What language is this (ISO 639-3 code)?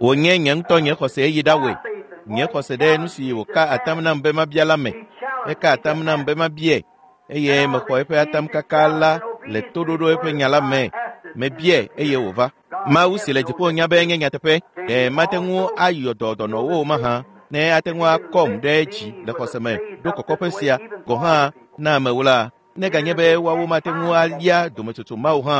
ewe